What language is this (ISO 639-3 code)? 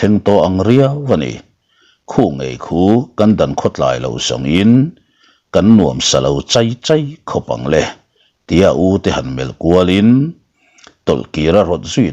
lus